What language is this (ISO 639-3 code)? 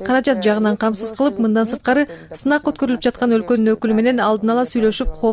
kir